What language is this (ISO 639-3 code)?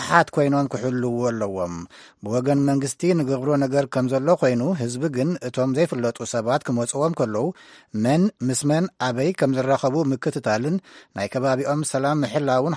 tir